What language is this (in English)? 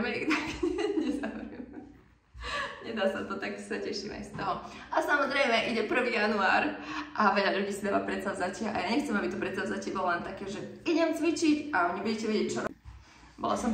Slovak